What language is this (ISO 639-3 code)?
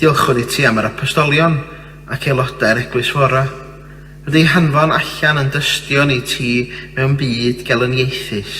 cym